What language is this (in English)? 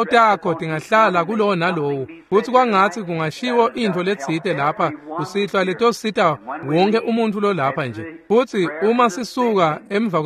Swati